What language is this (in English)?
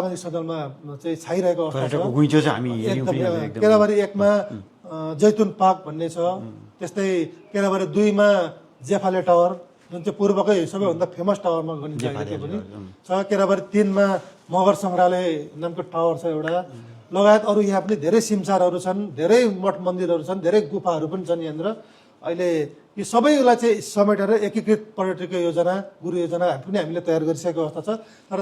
Nepali